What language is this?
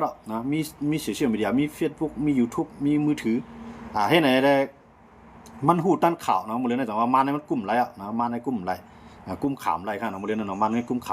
Shan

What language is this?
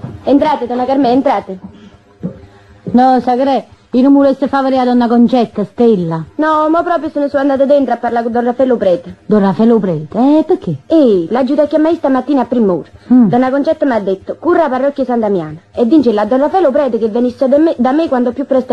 Italian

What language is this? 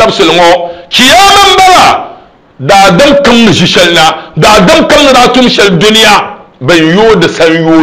Dagbani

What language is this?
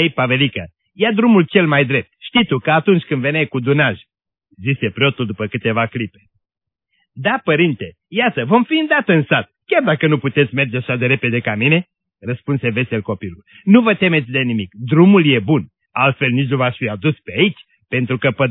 Romanian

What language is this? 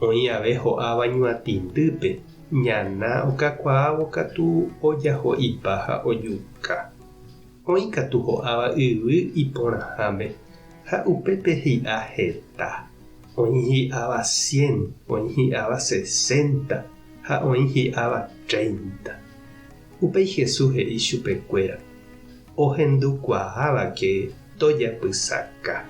Guarani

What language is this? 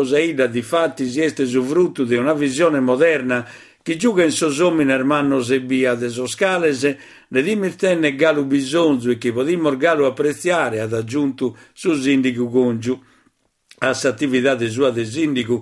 Sardinian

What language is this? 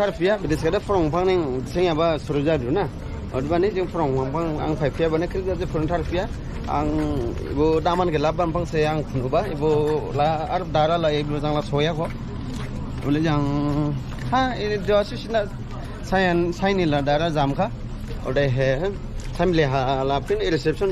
Dimasa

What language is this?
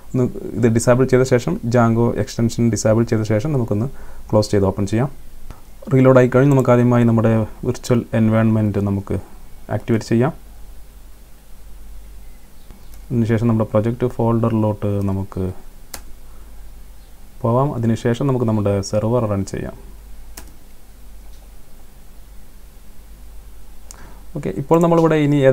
Malayalam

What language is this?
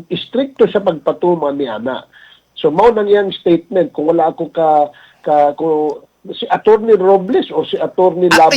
Cebuano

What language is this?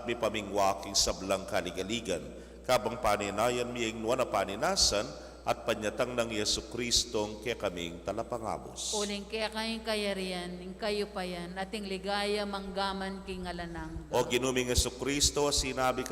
Pampanga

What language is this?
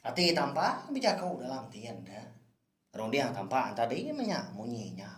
Iban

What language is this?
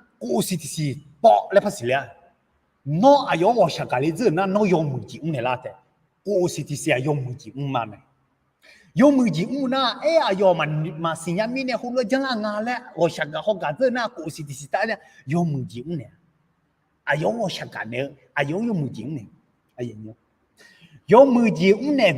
Akha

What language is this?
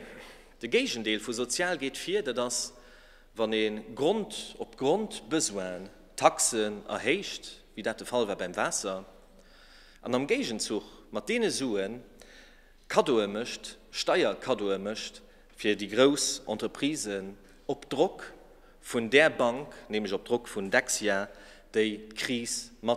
Luxembourgish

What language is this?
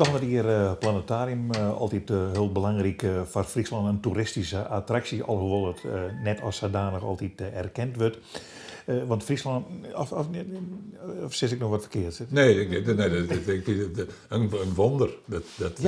Western Frisian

